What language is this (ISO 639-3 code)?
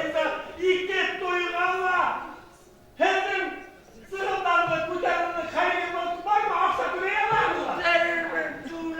bak